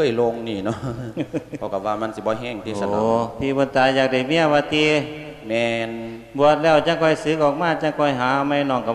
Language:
Lao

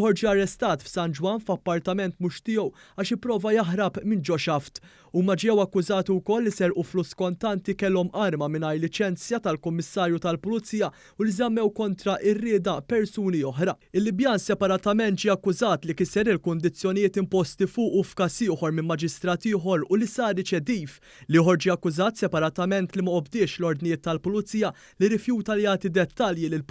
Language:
Maltese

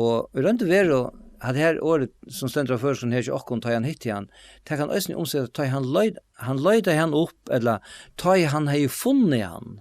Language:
Faroese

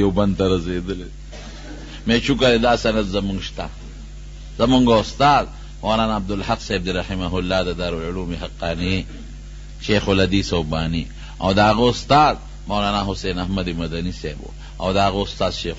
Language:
Pashto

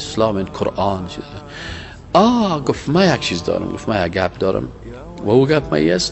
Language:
Persian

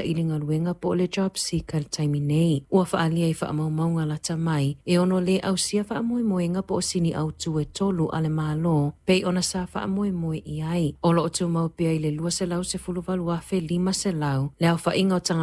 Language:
Samoan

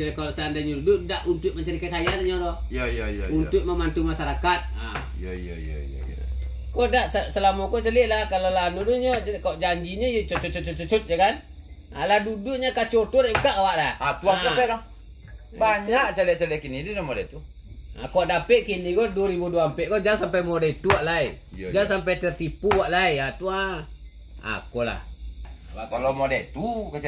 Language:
Minangkabau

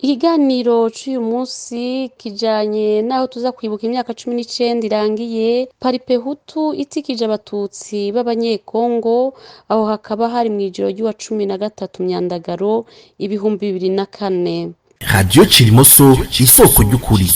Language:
Rundi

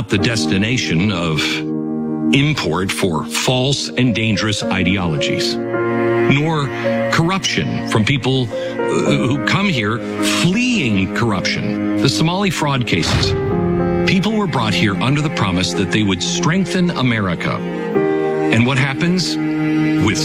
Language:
English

